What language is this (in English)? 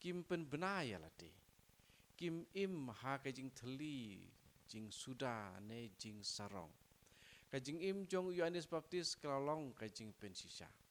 Khasi